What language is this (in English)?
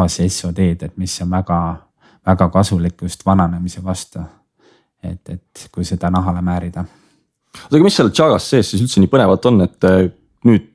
Estonian